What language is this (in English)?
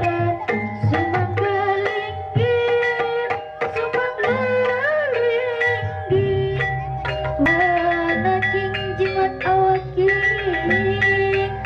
Sundanese